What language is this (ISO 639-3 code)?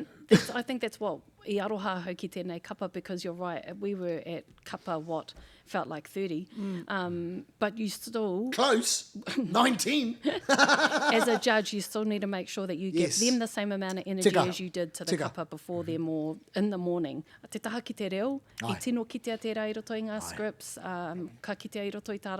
mri